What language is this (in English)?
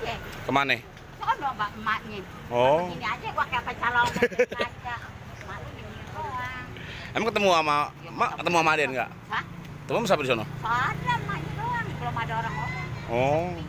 Betawi